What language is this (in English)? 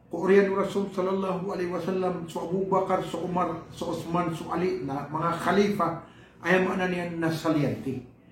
Maranao